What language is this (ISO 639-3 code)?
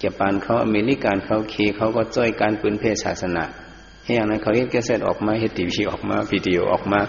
shn